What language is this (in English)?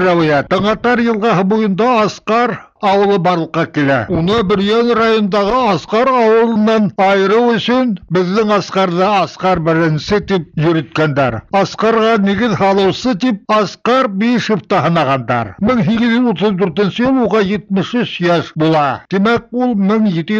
Bashkir